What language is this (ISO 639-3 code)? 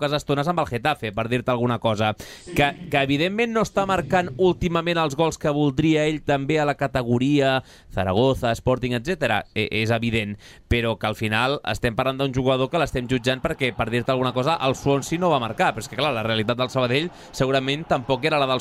cat